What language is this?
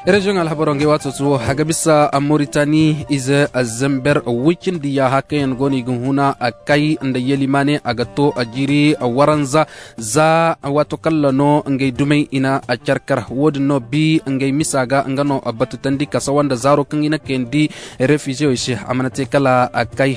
Zarma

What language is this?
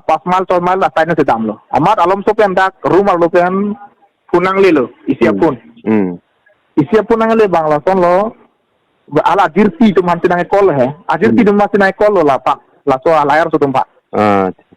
Karbi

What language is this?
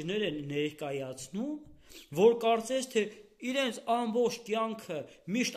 Armenian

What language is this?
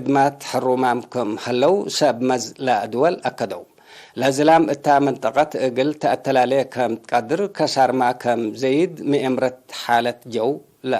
Tigre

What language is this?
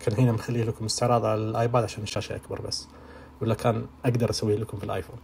Najdi Arabic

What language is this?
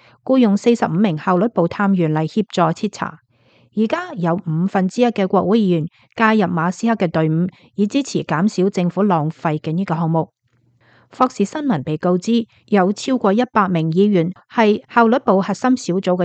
Cantonese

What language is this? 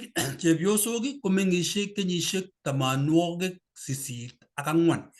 Kalenjin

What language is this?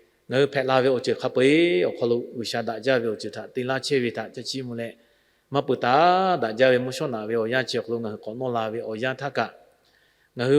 Lahu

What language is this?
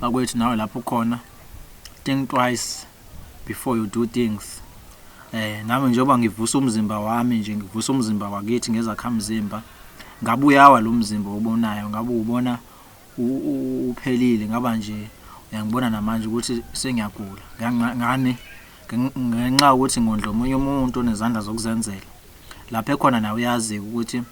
Zulu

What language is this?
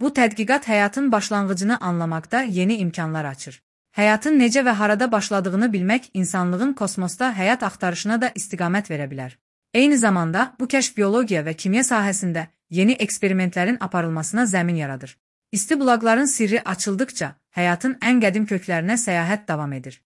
Azerbaijani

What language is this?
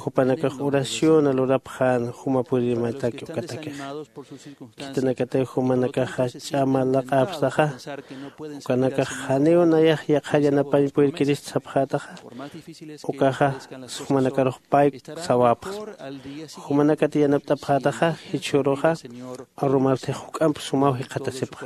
Aymara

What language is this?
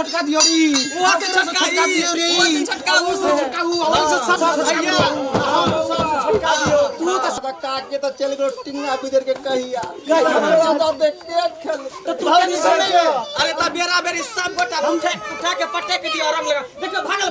Maithili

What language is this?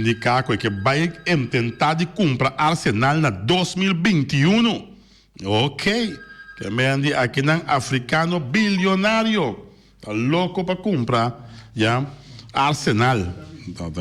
Papiamento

